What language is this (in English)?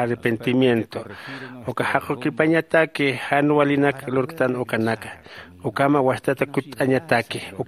Aymara